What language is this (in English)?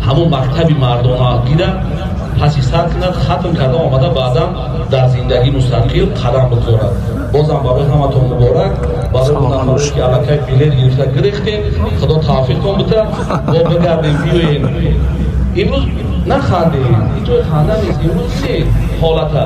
Tajik